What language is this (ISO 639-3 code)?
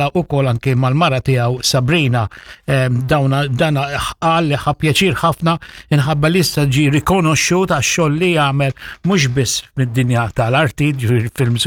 mlt